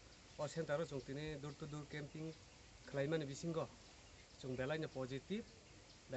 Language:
Kok Borok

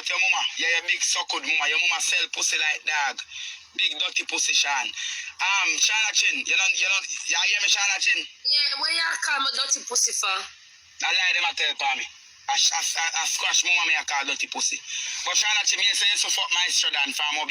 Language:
Jamaican Creole English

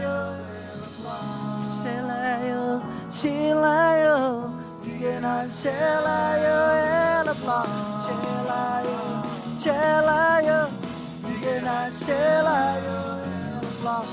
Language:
Marshallese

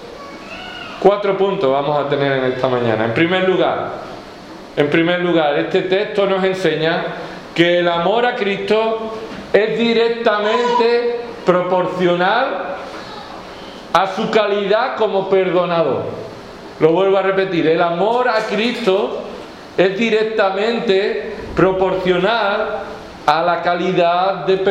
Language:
Spanish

